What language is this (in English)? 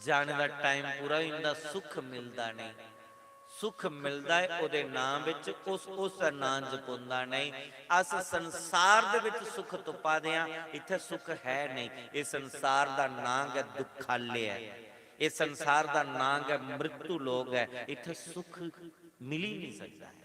Dogri